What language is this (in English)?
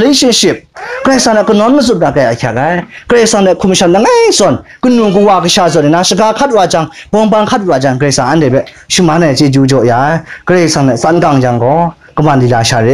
Kachin